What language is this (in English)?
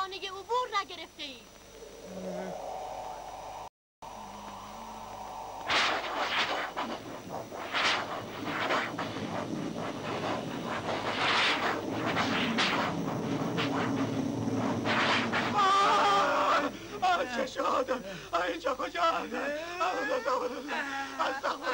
Persian